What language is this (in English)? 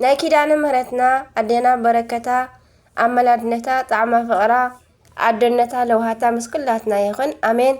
Tigrinya